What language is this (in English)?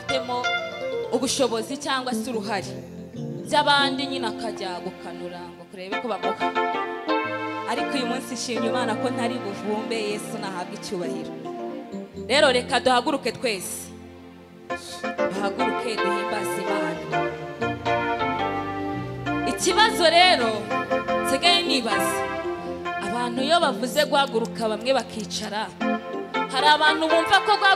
Kinyarwanda